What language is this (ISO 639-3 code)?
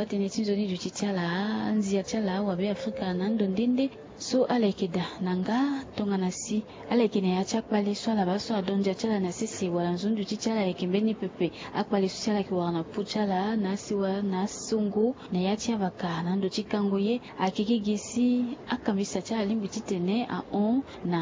sag